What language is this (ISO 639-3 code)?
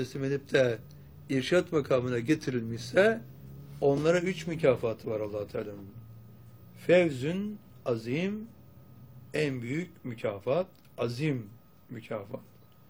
tur